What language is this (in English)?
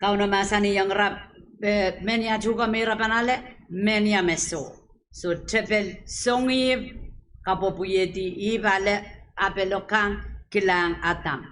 Pohnpeian